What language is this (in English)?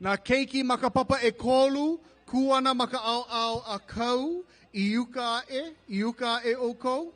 Hawaiian